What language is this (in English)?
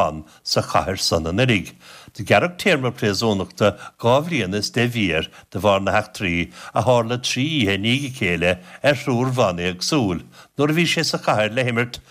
Irish